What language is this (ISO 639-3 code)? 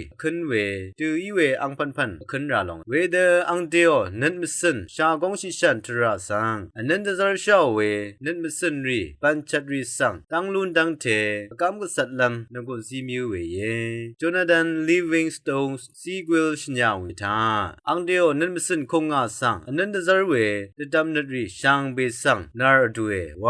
raw